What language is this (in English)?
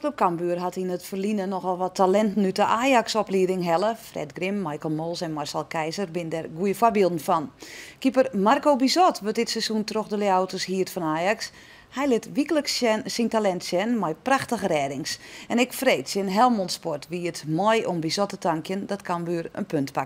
Western Frisian